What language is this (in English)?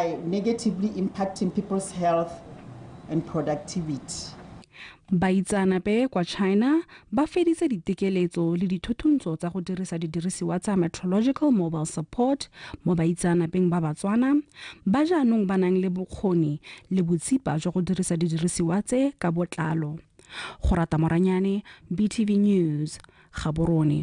Tswana